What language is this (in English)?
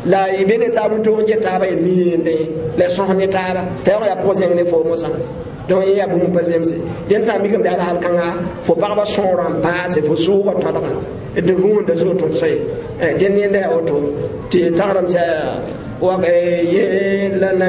Mossi